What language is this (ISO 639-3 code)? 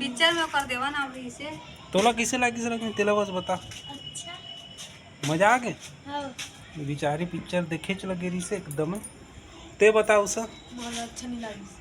hne